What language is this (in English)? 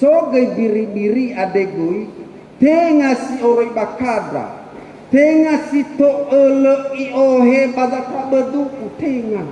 Nias